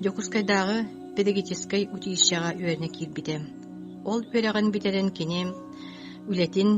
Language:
Yakut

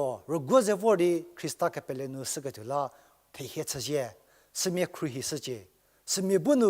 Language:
Angami Naga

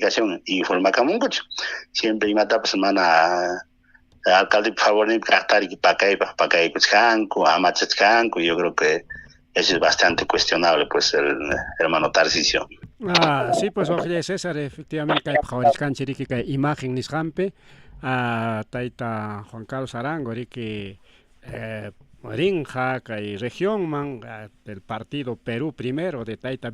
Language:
Ayacucho Quechua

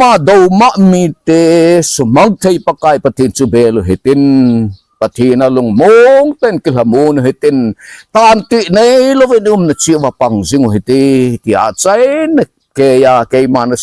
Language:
Thado Chin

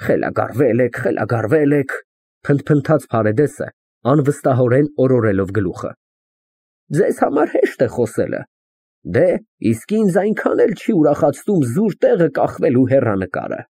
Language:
Armenian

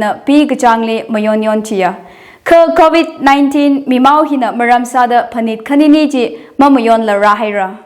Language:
Tangkhul Naga (India)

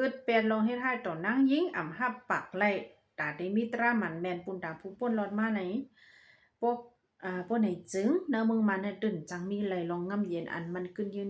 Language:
Shan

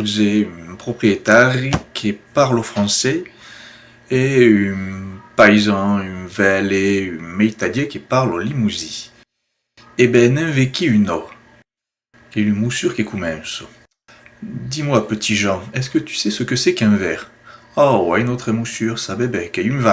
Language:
Occitan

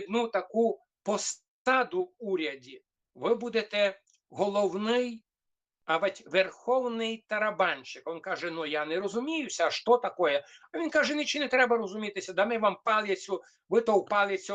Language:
Rusyn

